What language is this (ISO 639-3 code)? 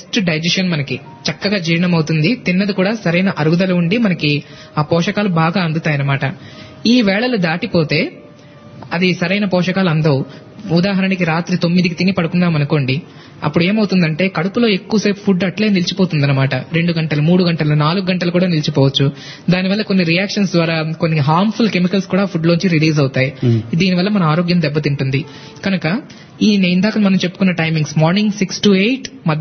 tel